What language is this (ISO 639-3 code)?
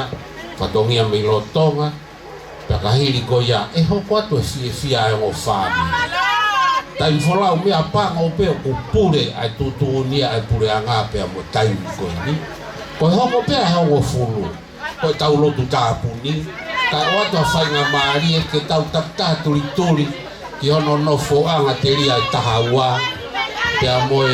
ton